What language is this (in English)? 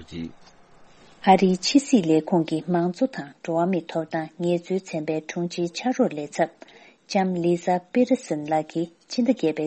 Tibetan